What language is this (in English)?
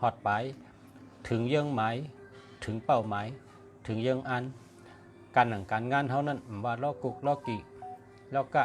Shan